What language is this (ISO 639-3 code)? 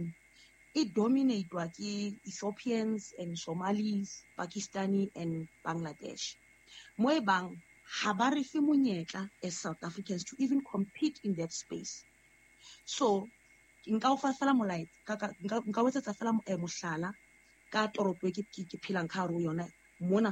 sot